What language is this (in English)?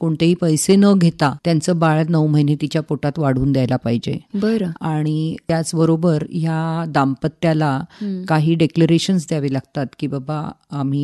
Marathi